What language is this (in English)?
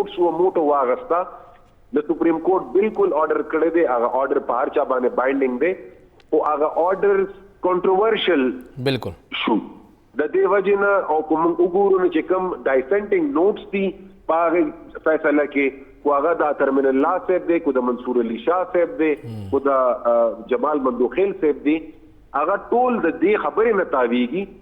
Pashto